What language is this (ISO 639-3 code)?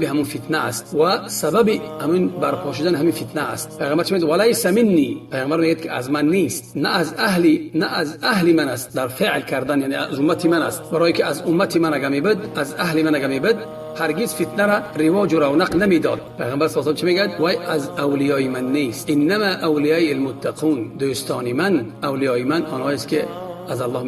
tgk